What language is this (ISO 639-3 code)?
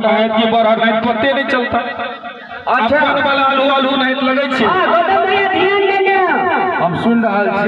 mai